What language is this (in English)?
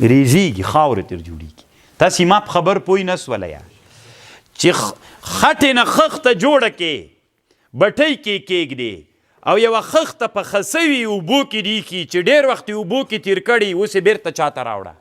Pashto